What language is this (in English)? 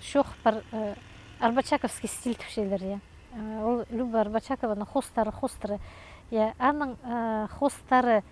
Khakas